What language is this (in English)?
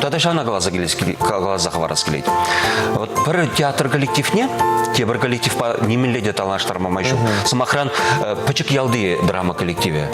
Chuvash